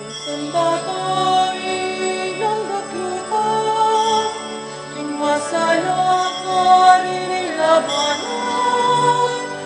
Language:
Pampanga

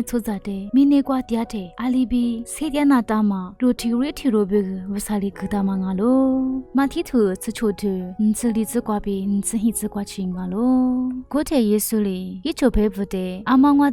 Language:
Lisu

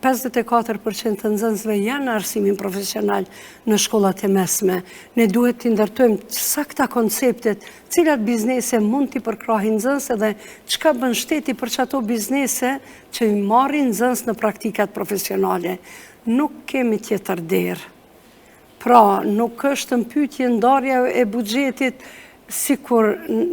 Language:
Albanian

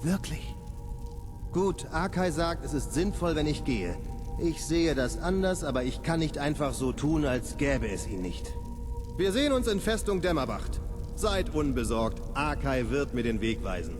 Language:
Bavarian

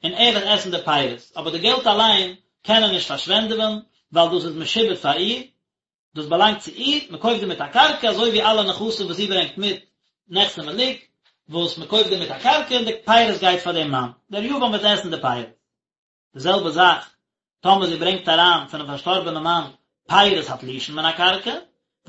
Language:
Yiddish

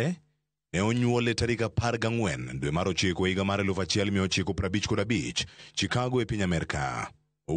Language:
Luo (Kenya and Tanzania)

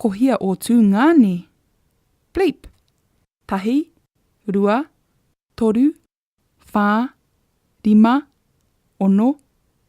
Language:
Māori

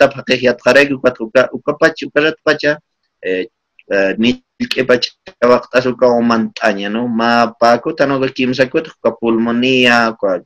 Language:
Aymara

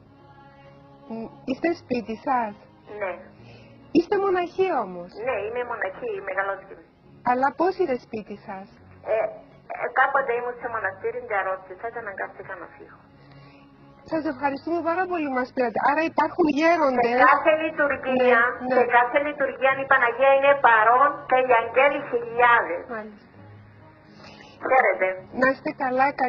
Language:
Greek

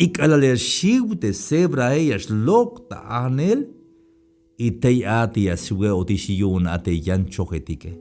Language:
Tzeltal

